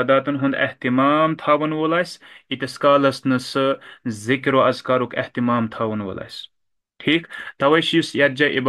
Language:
Kashmiri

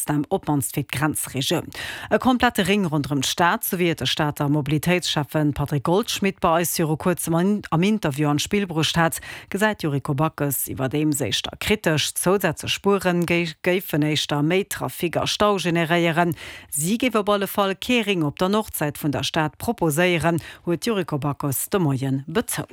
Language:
Luxembourgish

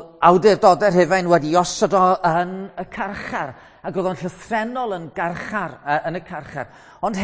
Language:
Welsh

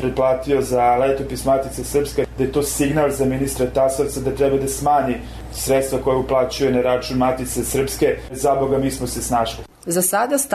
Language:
Serbian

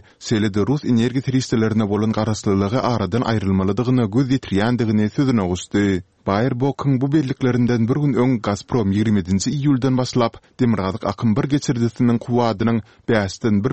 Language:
Turkmen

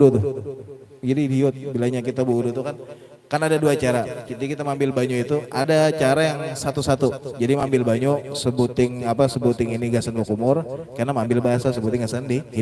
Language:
Banjar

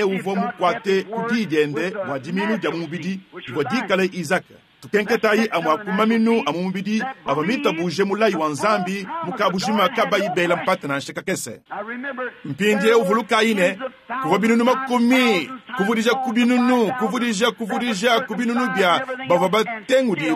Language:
Luba-Lulua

